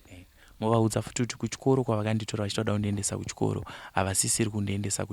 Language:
Shona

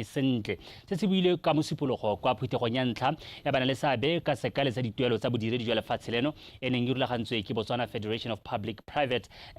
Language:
Tswana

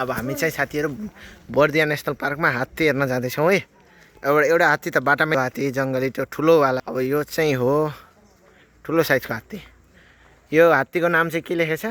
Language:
Nepali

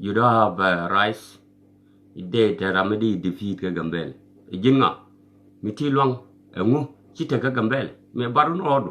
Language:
Nuer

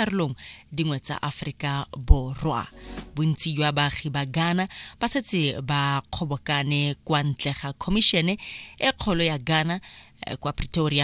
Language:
Tswana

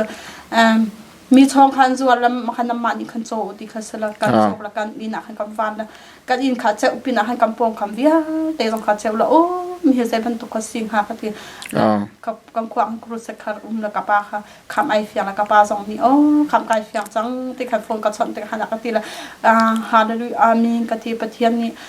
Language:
Hakha Chin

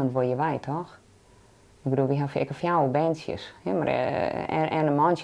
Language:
Western Frisian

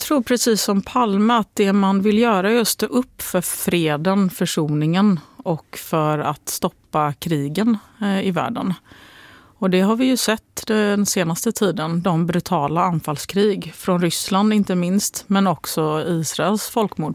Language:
Swedish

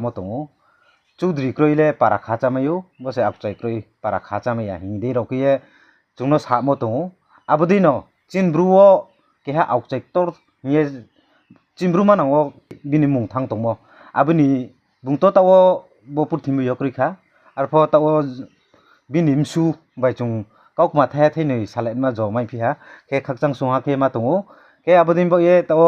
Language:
Riang (India)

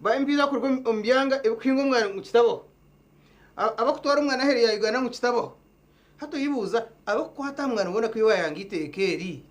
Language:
Nyankole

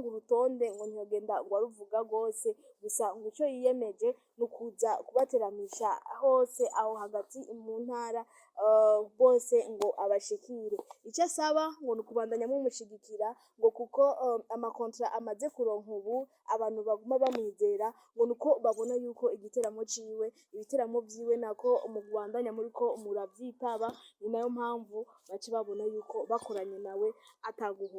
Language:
Rundi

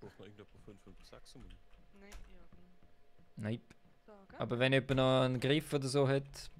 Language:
Swiss German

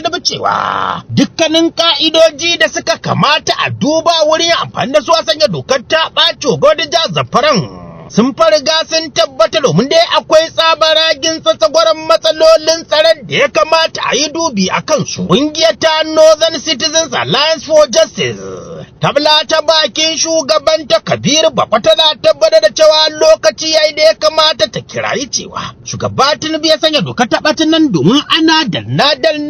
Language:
Hausa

